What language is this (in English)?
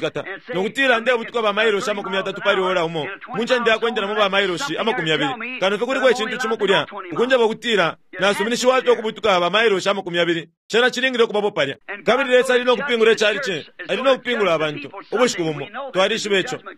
Bemba